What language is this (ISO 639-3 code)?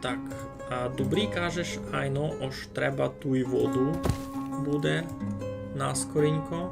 rue